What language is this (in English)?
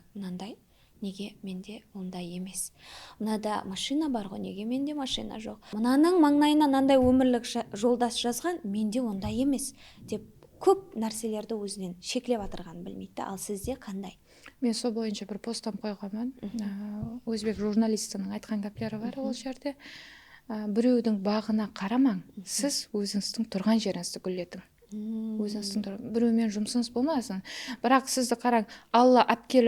Kara-Kalpak